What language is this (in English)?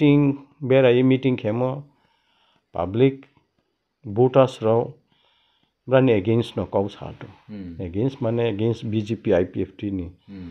Riang (India)